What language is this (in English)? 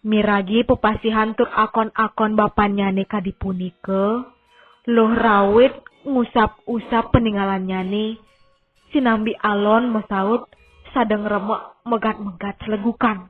Balinese